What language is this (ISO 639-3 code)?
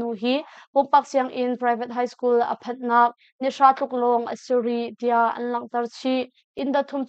cnh